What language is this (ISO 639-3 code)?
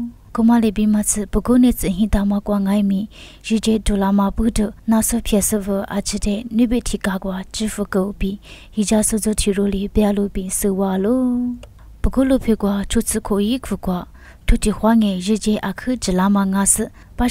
lis